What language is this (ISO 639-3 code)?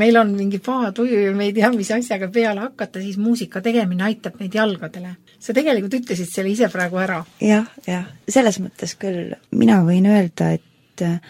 est